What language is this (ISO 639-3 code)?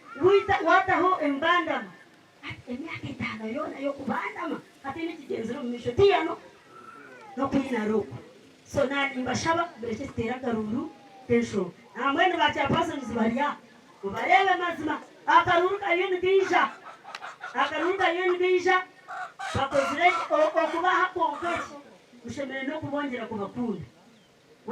nyn